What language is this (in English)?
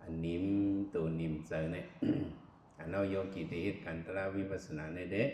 Shan